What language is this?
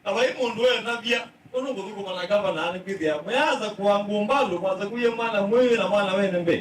Kamba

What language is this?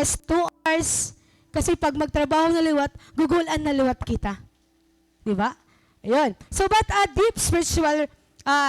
Waray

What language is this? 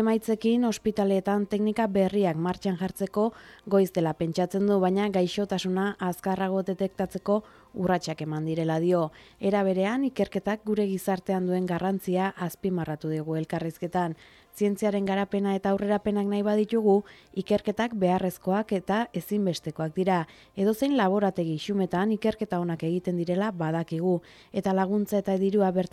Basque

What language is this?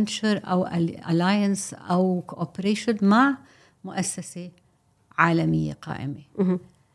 North Levantine Arabic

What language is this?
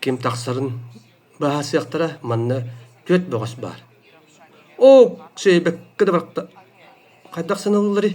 Yakut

